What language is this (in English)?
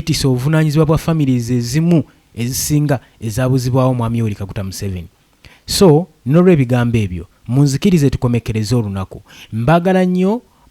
Ganda